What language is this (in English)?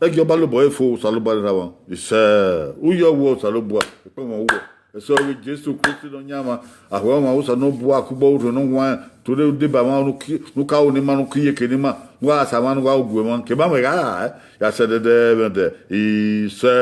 Bini